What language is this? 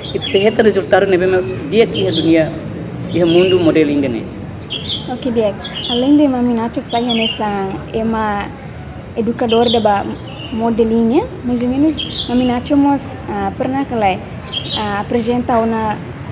Tetum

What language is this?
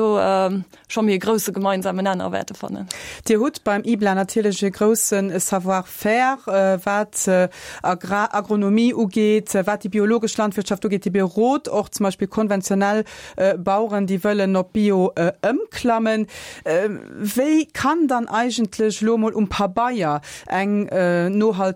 Luxembourgish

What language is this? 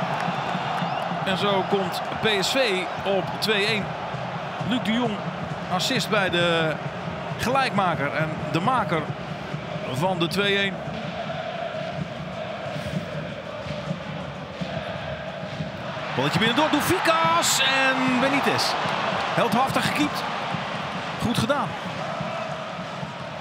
Dutch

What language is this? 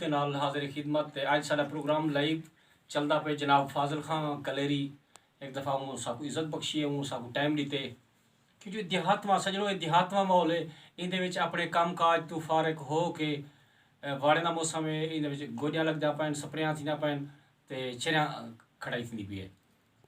Saraiki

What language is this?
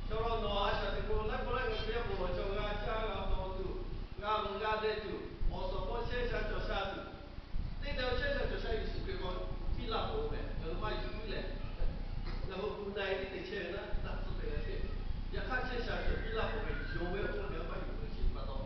Lahu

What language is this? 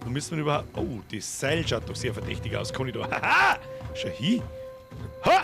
Bavarian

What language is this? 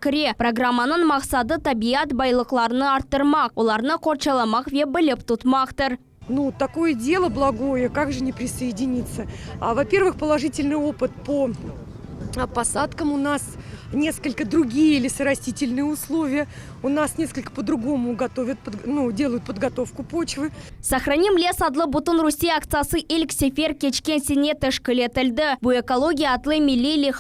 Crimean Tatar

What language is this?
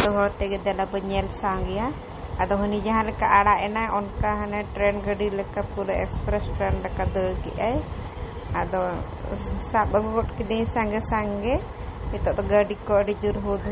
Santali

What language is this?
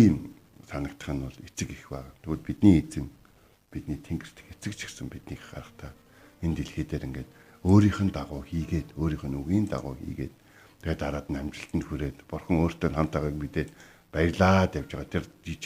Mongolian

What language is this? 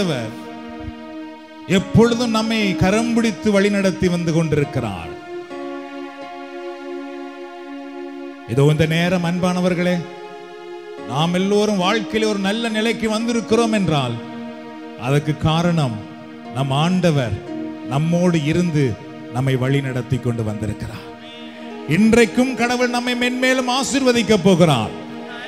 Tamil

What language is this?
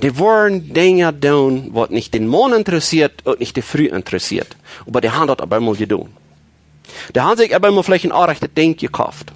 Plautdietsch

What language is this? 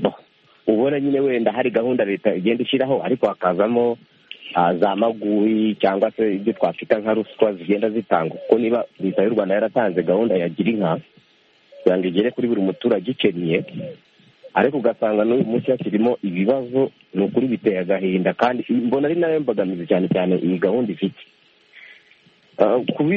Kinyarwanda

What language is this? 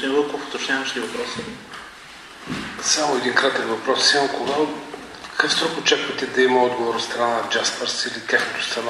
Bulgarian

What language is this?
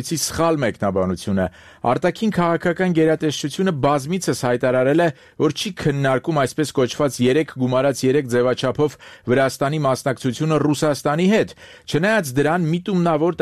Armenian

